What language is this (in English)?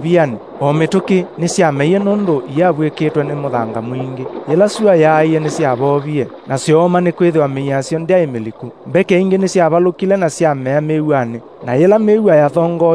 Kamba